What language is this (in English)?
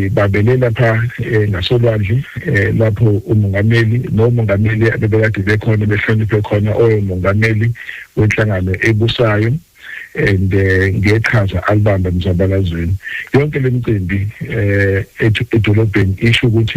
Zulu